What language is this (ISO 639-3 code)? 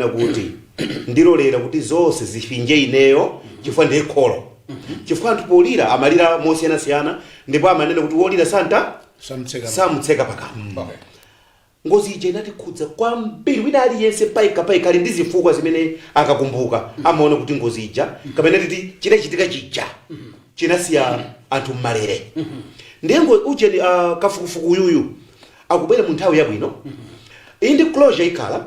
nya